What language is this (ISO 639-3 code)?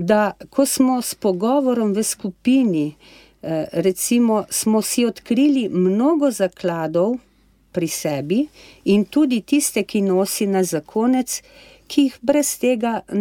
slv